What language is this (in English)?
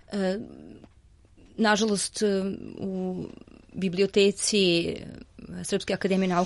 Serbian